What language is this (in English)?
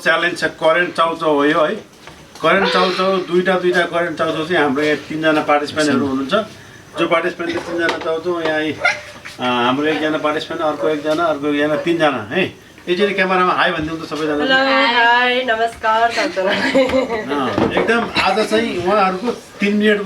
Nepali